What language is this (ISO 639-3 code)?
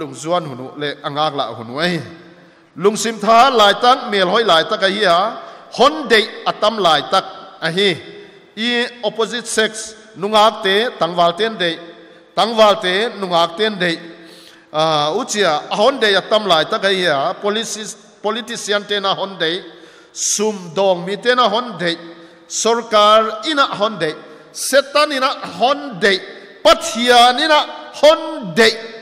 pck